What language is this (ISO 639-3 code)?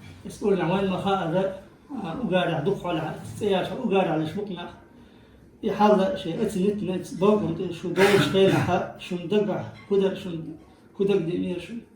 che